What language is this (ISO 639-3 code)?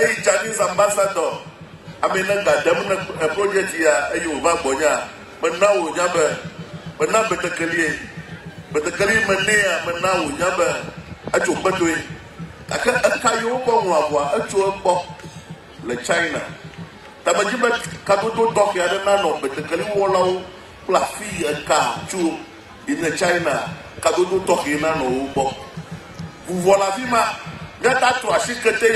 ewe